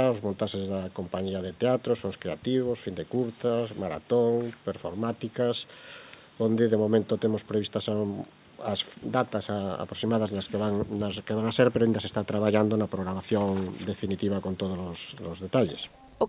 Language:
Galician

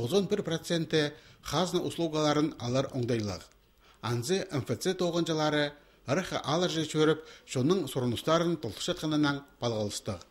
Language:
Khakas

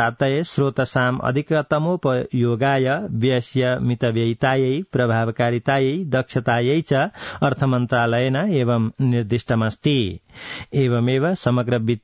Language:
Sanskrit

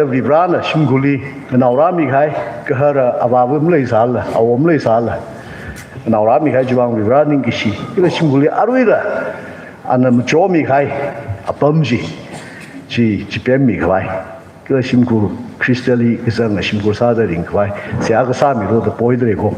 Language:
Tangkhul Naga (India)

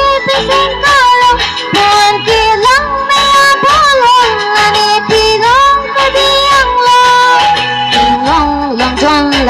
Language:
Karbi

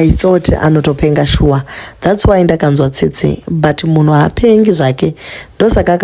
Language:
Shona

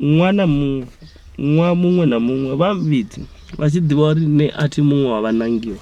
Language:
Venda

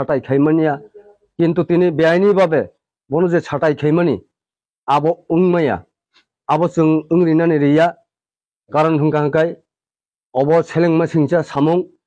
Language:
Kok Borok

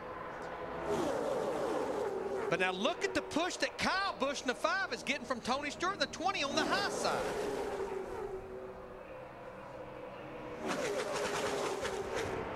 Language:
English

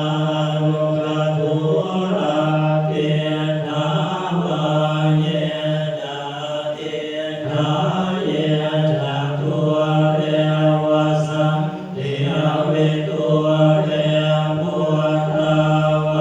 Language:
Pali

